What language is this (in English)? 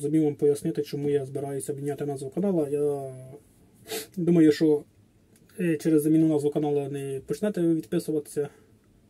Ukrainian